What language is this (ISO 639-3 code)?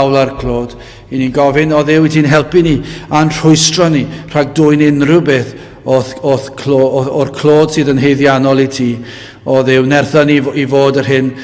cym